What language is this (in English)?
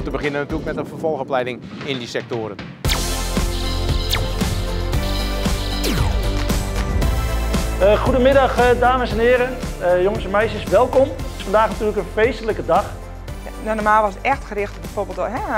Dutch